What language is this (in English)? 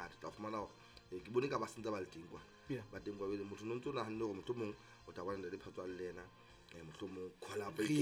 Southern Sotho